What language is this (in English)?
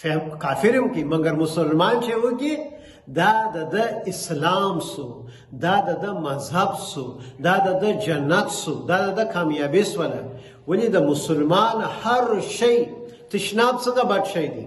Pashto